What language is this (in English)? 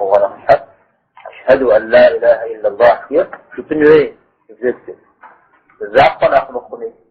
Kabardian